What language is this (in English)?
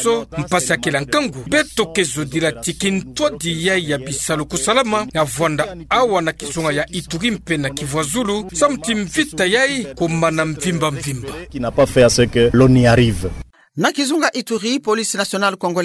Kituba (Democratic Republic of Congo)